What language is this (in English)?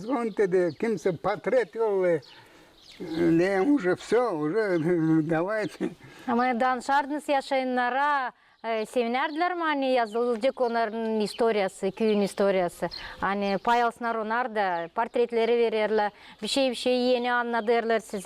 Gagauz